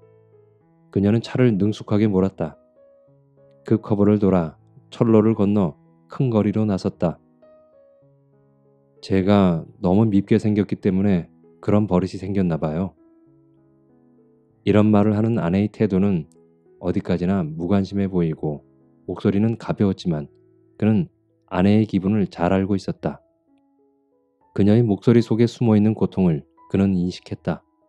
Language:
Korean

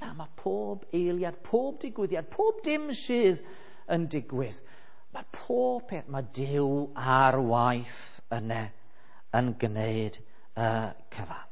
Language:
Welsh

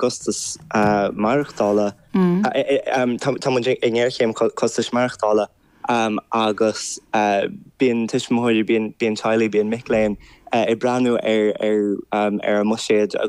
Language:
Irish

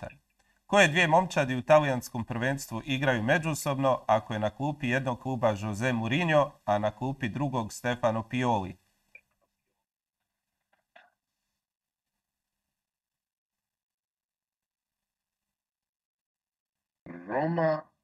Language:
Croatian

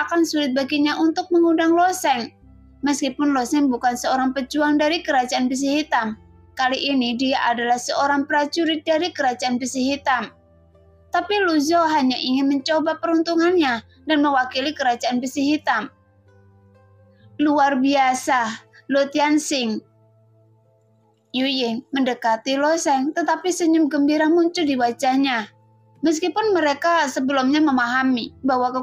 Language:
Indonesian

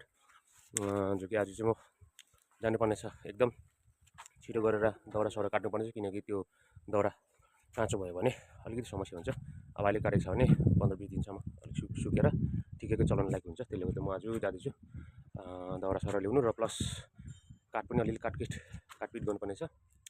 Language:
Nepali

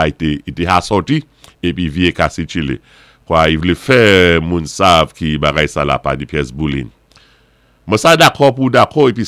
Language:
Saint Lucian Creole French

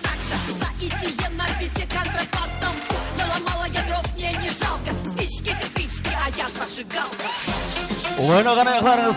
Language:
Kara-Kalpak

